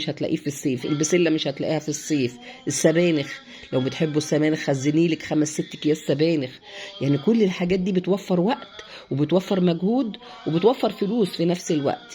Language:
Egyptian Arabic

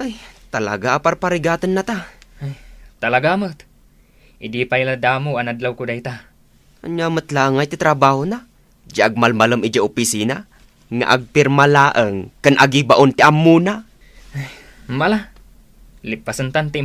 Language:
Iloko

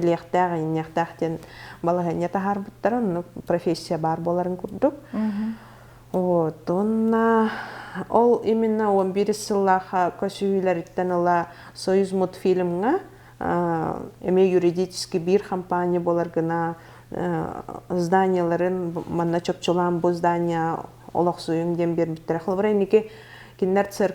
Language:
Yakut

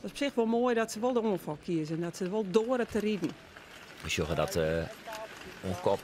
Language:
Western Frisian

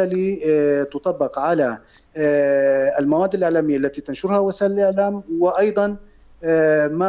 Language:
North Levantine Arabic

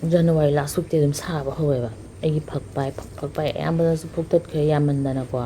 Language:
Manipuri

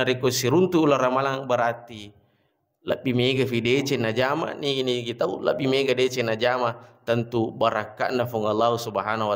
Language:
Buginese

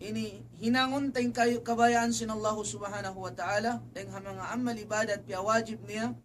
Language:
Tausug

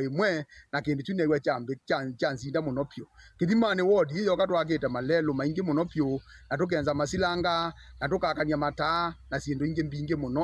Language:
Kamba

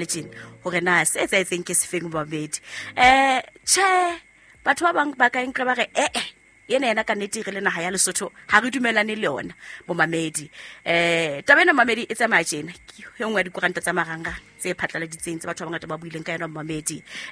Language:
Southern Sotho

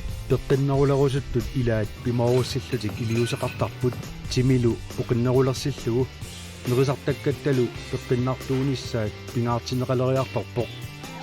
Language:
Kalaallisut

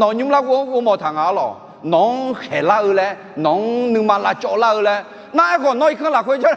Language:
Akha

